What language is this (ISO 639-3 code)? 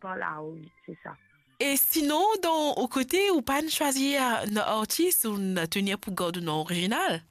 mfe